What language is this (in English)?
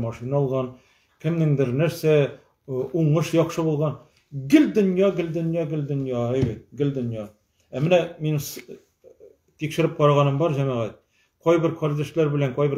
Tatar